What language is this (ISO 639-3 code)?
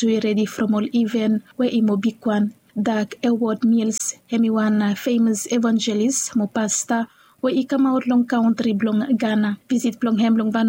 bis